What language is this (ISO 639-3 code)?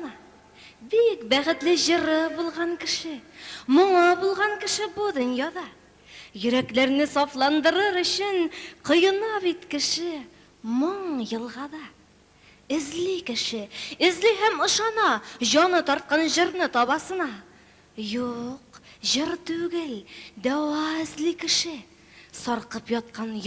tat